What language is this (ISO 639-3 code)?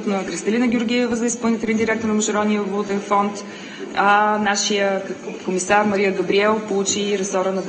bul